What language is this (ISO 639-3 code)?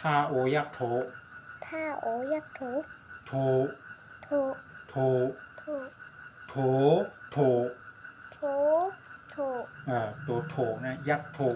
shn